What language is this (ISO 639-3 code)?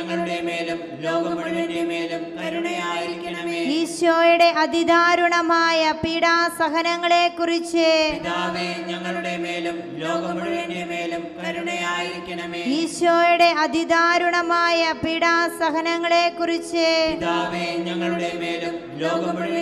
mal